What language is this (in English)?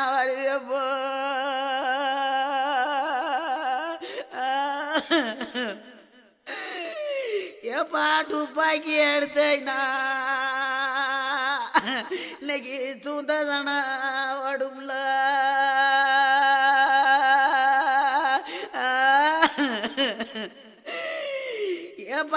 Tamil